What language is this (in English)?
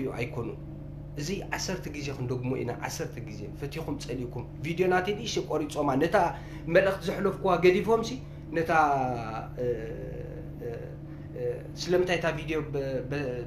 Tigrinya